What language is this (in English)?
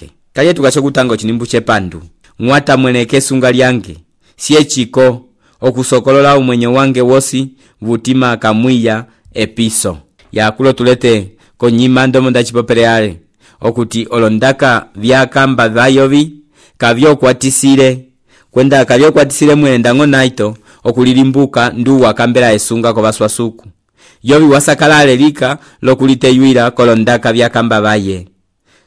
Umbundu